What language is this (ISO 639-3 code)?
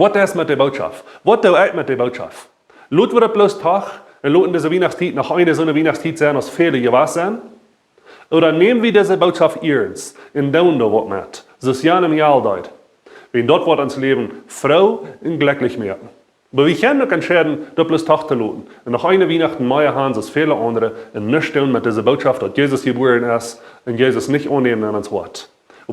pdt